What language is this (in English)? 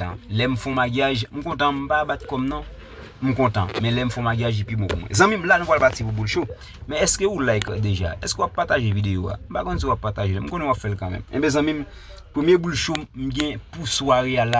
Haitian Creole